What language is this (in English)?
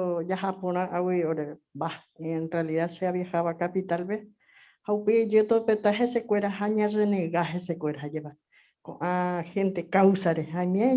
Guarani